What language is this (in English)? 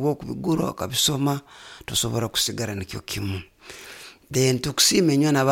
Nyoro